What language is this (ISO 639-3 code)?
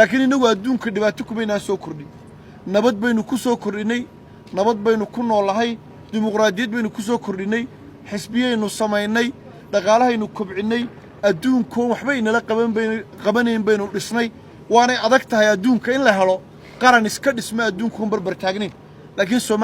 som